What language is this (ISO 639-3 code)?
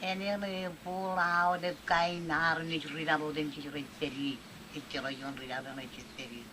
mah